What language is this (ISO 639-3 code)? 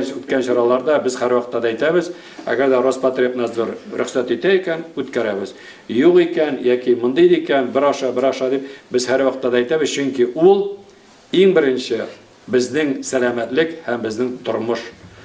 tat